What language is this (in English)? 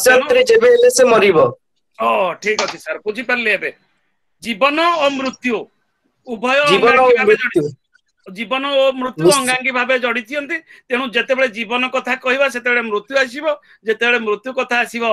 Odia